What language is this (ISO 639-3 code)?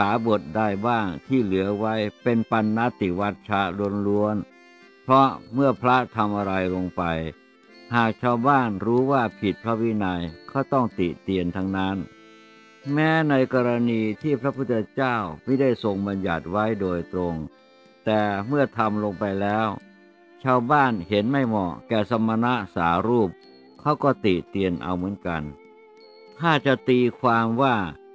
tha